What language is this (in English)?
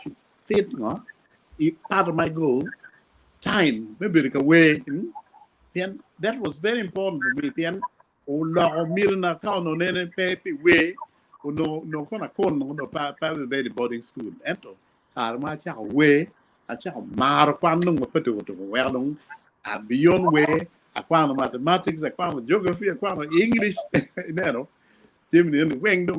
Acoli